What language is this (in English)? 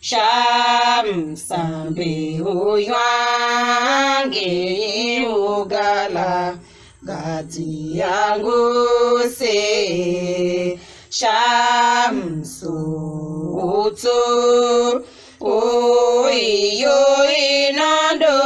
Tiv